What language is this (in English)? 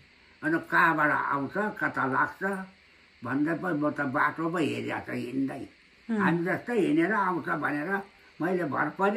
Nepali